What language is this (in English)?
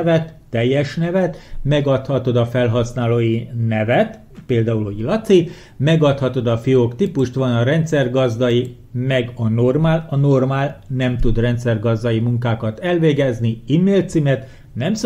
Hungarian